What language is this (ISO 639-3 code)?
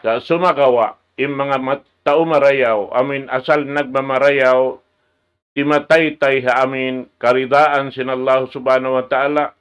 tsg